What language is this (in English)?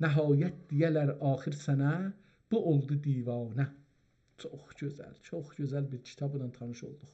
South Azerbaijani